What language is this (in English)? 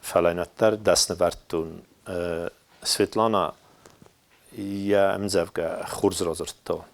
Ossetic